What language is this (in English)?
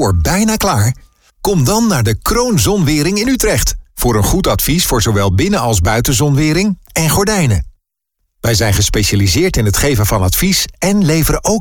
Dutch